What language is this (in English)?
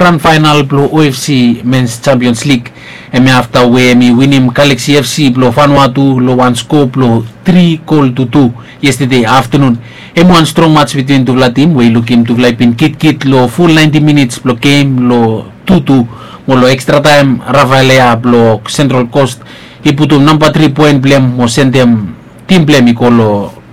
Bislama